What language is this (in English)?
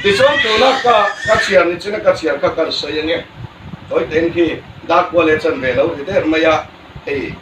Hmar